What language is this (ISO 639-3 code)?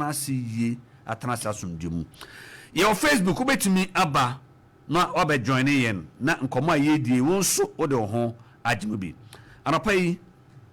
aka